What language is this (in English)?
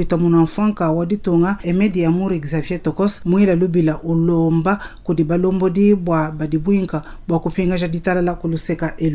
Luba-Lulua